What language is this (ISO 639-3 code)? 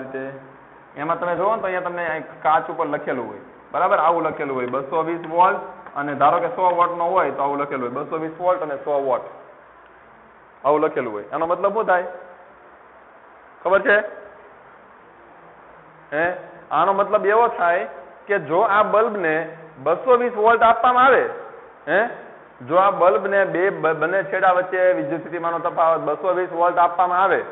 guj